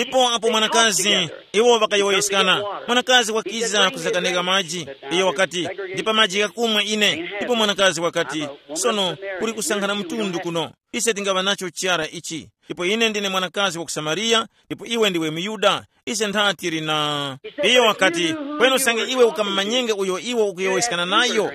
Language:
Tumbuka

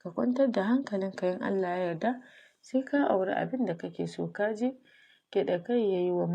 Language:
Hausa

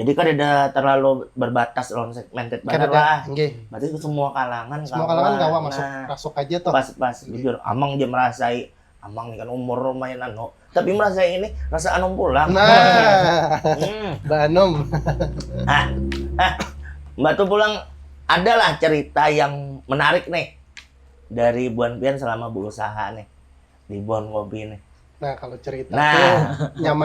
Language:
Banjar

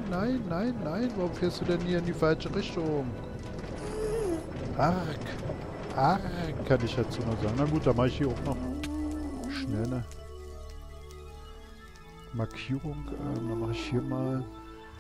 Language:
German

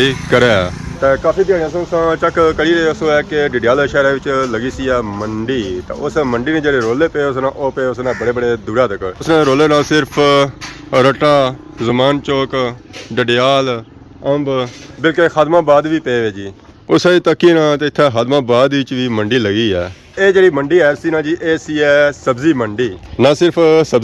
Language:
Pahari-Potwari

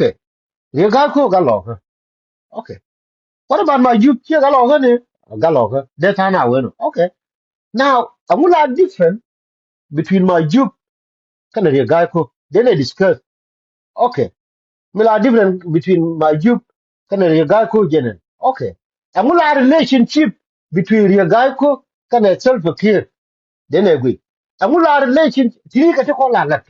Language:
Nuer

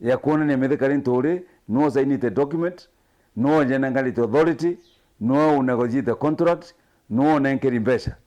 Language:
Meru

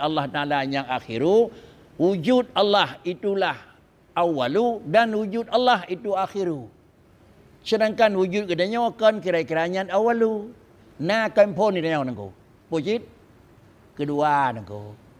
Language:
Achinese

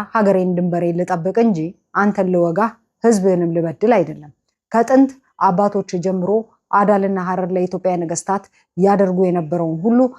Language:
Amharic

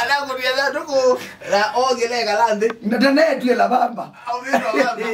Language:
Kamba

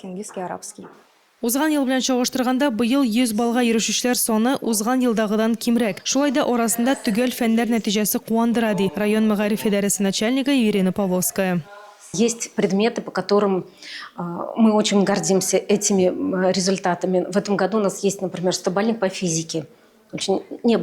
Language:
Tatar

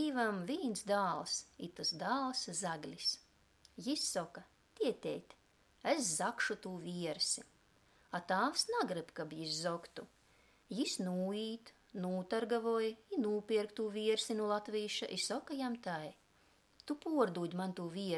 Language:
Latgalian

